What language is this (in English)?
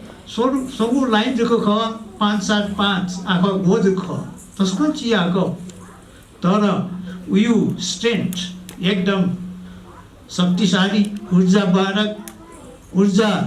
Newari